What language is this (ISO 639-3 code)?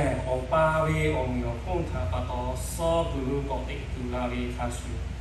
lhu